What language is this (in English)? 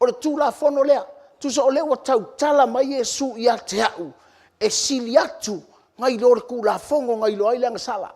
Samoan